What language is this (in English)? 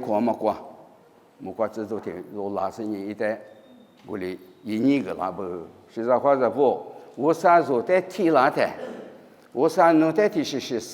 Lisu